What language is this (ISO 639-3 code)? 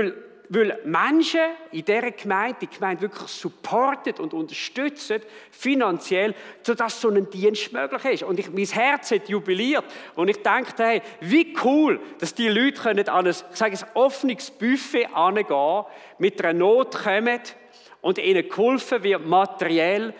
gsw